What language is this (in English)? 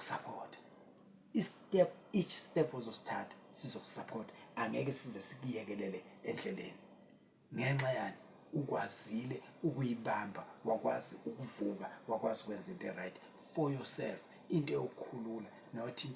Zulu